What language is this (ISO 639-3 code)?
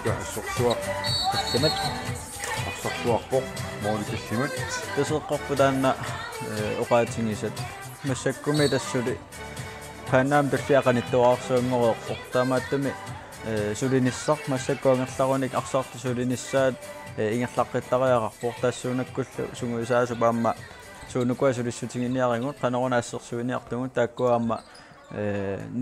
kal